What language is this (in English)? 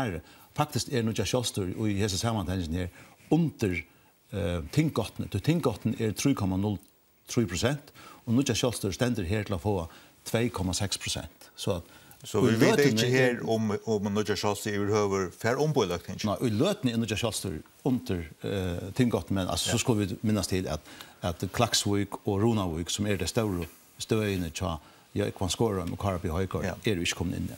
Faroese